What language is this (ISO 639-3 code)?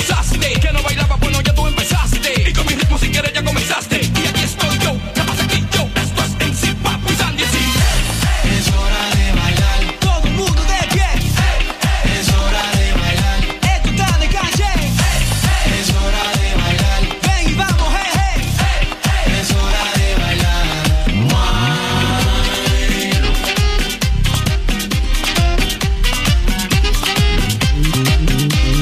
spa